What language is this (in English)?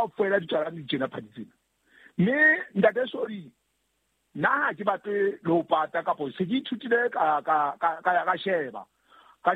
Southern Sotho